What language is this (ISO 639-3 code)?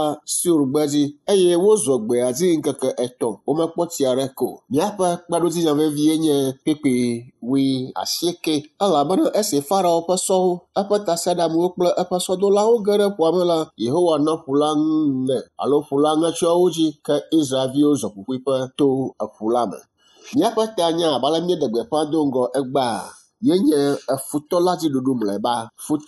ewe